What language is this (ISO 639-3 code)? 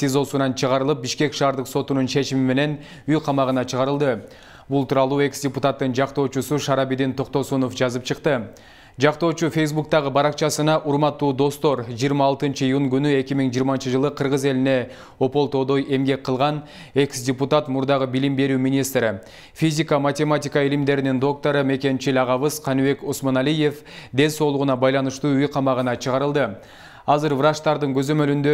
kir